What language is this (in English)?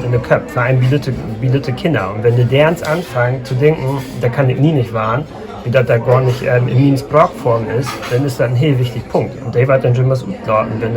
Low German